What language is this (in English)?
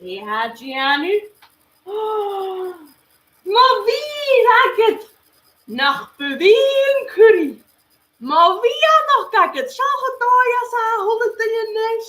Scottish Gaelic